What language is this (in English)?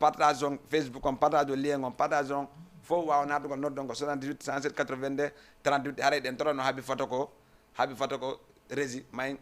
Fula